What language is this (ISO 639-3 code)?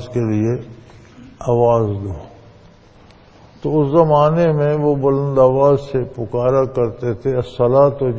urd